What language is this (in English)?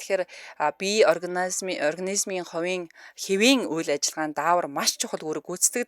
Mongolian